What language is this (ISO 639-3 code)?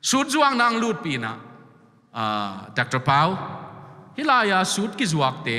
ctd